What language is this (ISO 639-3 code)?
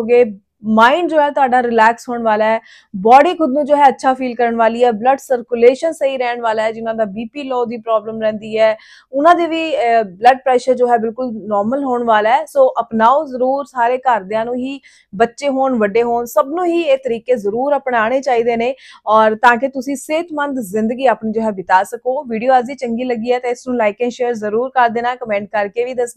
pan